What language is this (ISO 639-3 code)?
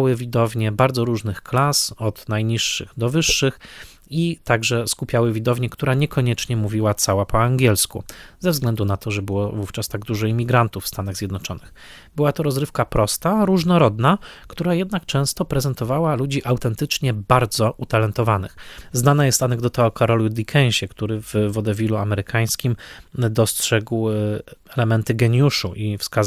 pol